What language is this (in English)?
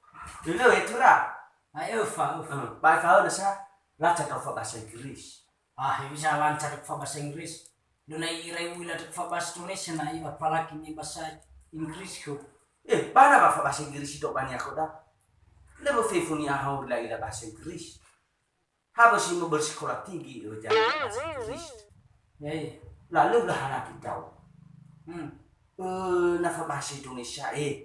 Nias